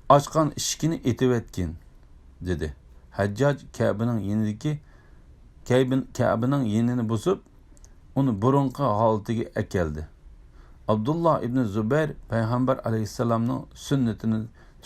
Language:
Uyghur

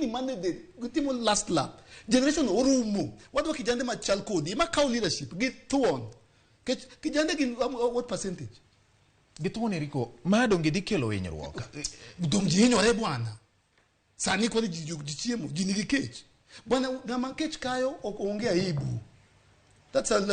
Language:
Luo (Kenya and Tanzania)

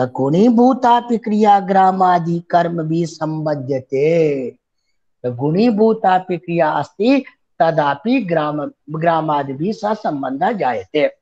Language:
Sanskrit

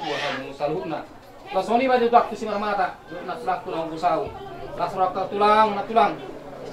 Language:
Batak Toba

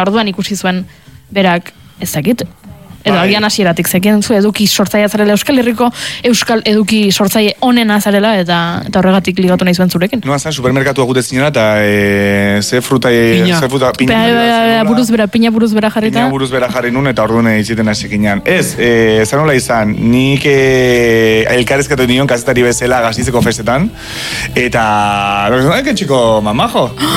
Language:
Basque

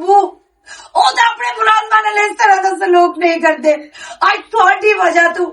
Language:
Western Panjabi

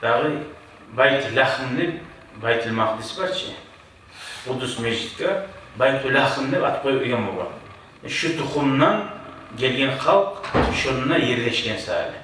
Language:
Kumyk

